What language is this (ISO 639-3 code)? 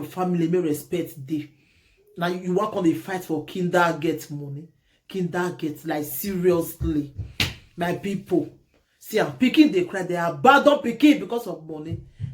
pcm